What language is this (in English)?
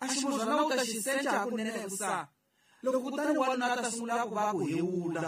Tsonga